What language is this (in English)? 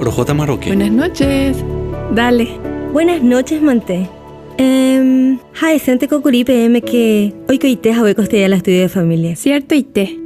Guarani